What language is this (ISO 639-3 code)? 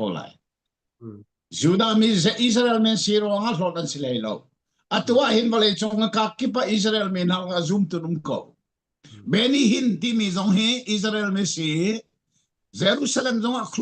cfm